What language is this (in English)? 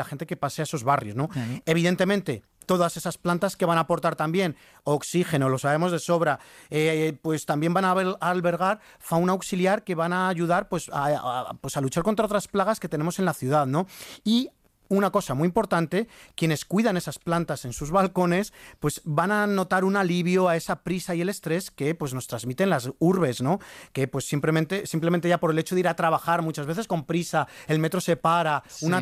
Spanish